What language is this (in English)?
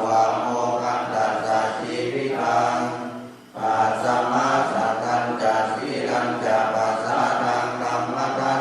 Pali